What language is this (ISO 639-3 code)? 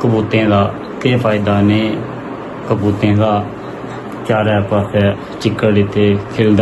doi